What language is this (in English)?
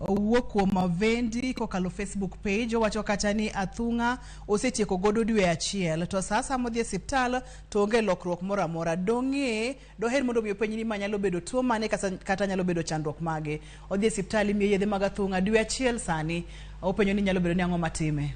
Luo (Kenya and Tanzania)